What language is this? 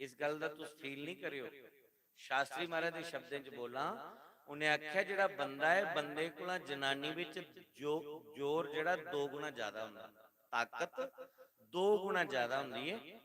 Dogri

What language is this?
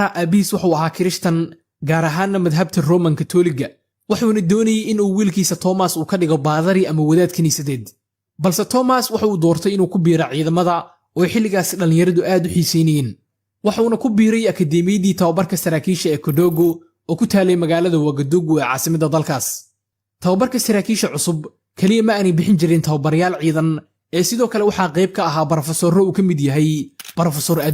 Somali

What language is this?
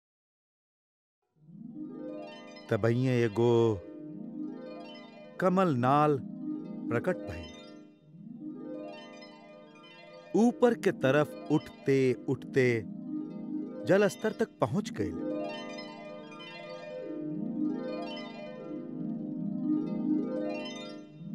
Bhojpuri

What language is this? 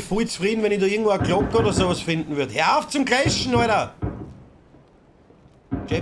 German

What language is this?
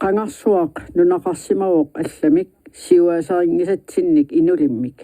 Kalaallisut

